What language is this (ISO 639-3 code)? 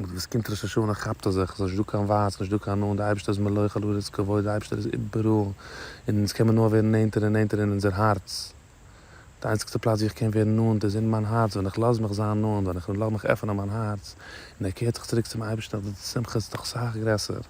yid